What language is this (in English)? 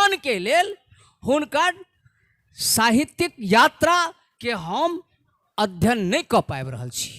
Maithili